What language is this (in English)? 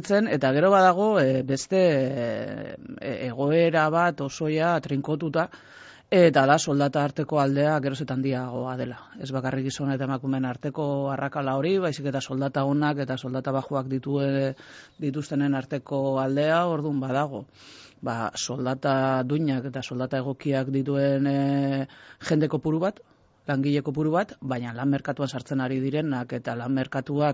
Basque